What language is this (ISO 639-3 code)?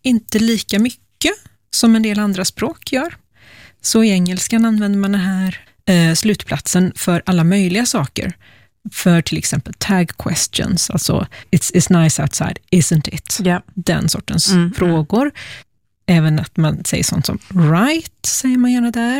swe